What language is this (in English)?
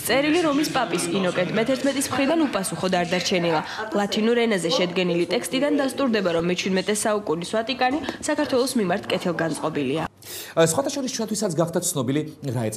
Georgian